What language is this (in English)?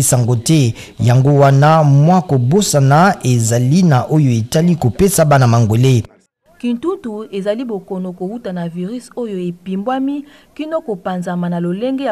Lingala